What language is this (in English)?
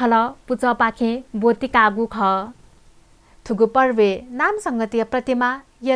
Newari